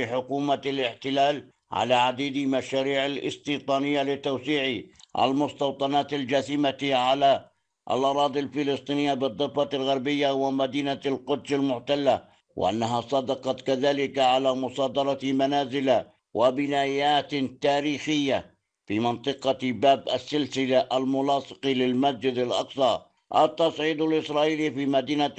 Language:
Arabic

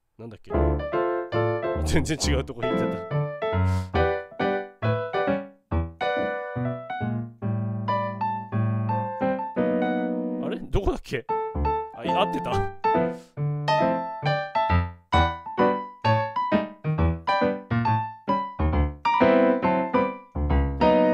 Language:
Japanese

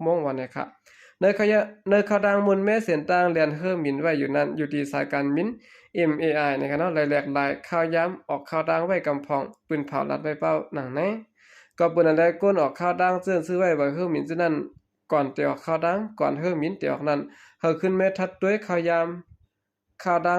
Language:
Shan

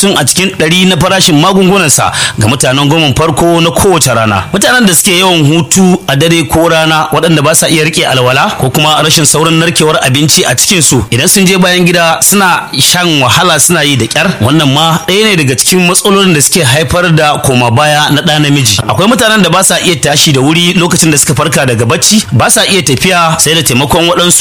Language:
Hausa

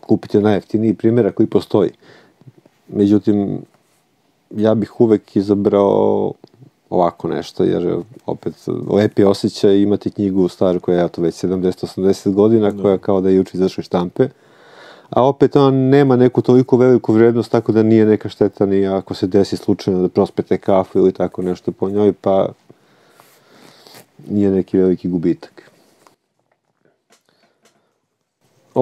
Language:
Serbian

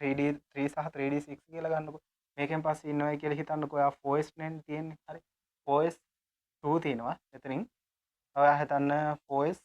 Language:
Sinhala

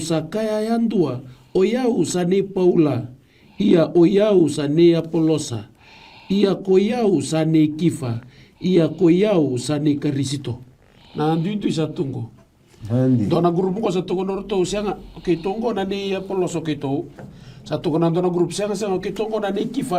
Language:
Fijian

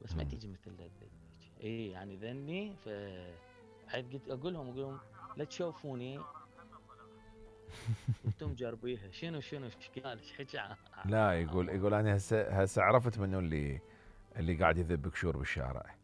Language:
Mesopotamian Arabic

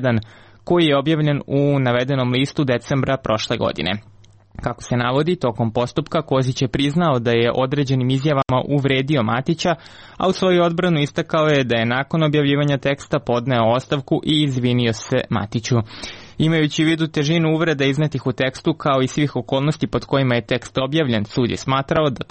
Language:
Serbian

